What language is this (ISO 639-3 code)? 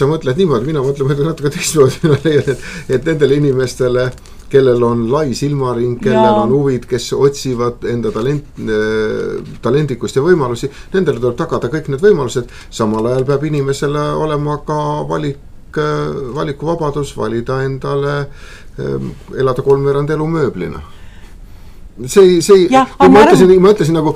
est